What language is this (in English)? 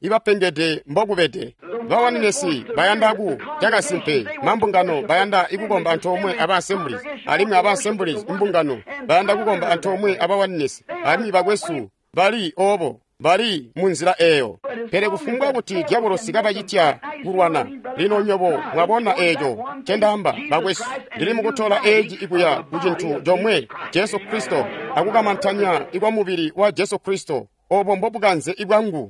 Tonga (Zambia)